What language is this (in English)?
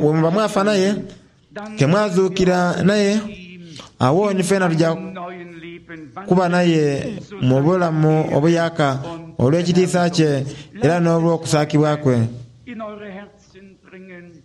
Soga